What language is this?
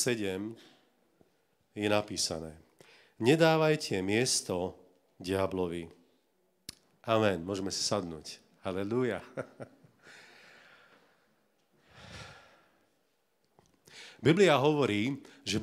Slovak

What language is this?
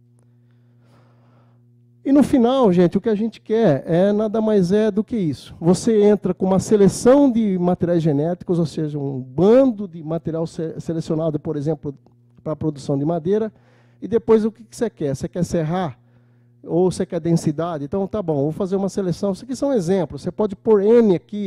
Portuguese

